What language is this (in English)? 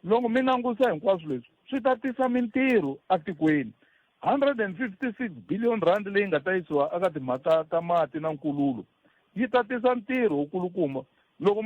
Tsonga